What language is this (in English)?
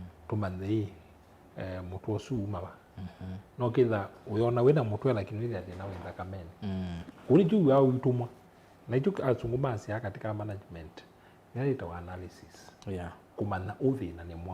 Kamba